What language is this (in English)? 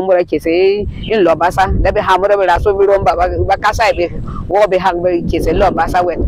Berom